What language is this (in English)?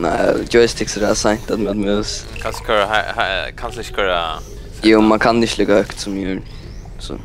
Faroese